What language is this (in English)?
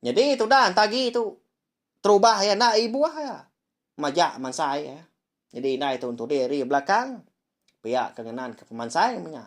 Iban